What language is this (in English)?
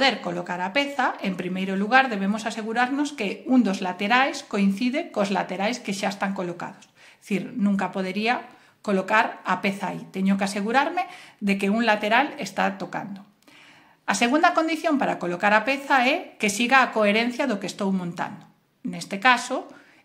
Galician